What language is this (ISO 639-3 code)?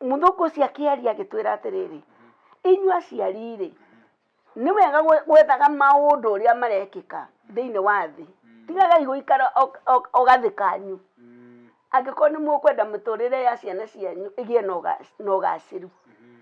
kik